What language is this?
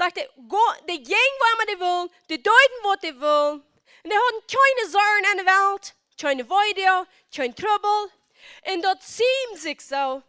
Plautdietsch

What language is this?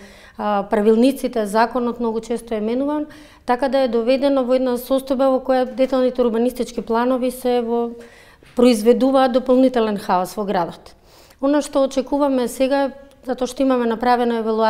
Macedonian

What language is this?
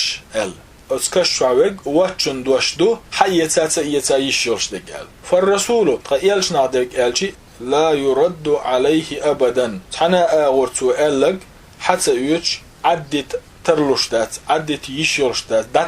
Chechen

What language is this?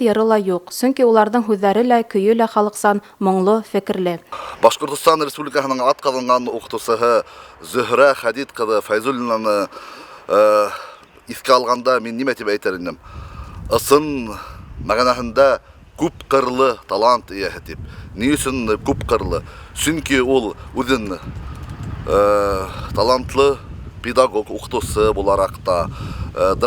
Bashkir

